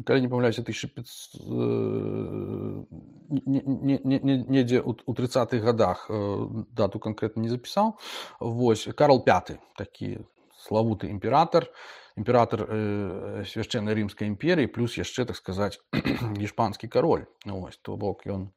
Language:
Belarusian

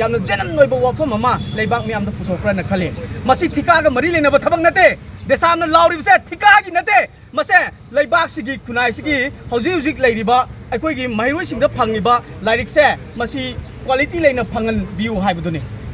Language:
Manipuri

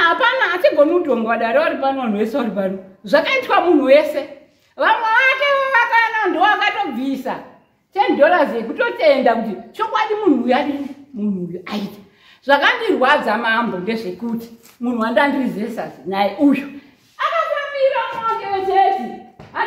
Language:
Shona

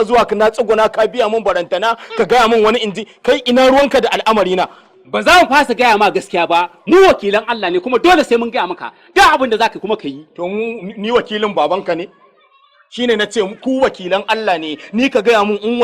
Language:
Hausa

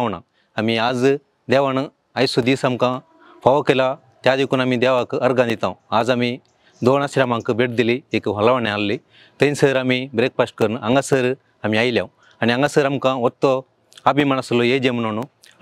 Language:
Konkani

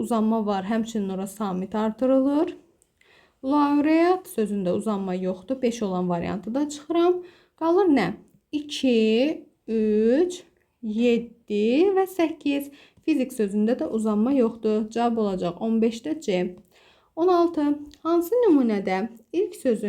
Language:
Azerbaijani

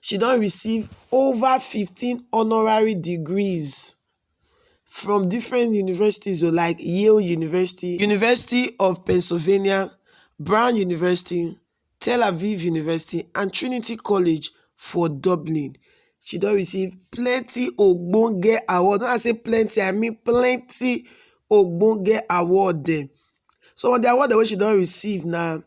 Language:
Nigerian Pidgin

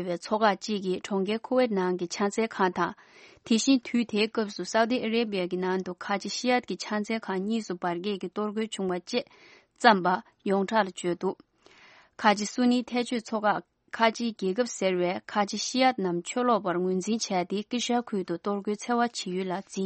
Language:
Tibetan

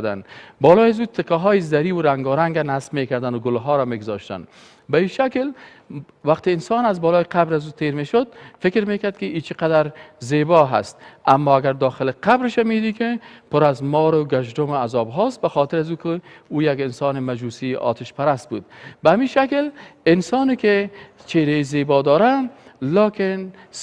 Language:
Persian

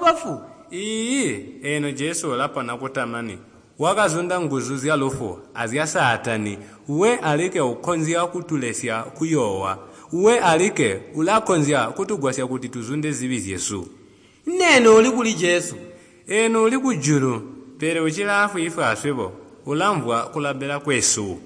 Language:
Tonga (Zambia)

